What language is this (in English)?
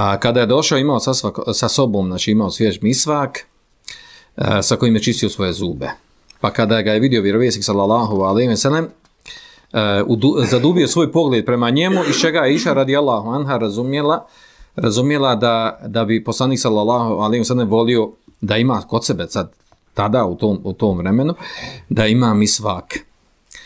Bosnian